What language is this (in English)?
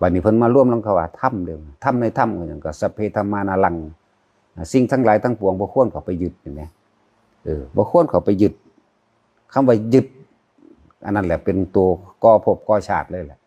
Northeastern Thai